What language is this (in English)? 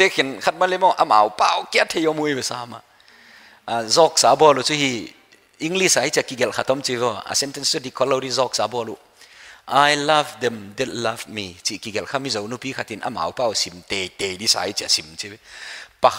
Paite Chin